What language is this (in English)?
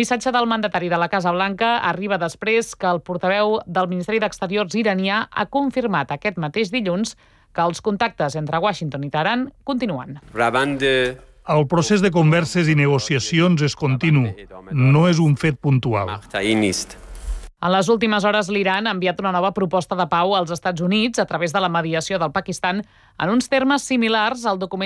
Catalan